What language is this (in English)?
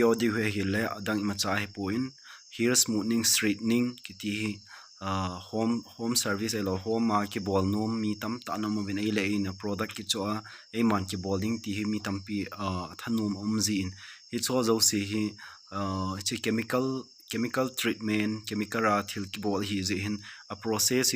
Thado Chin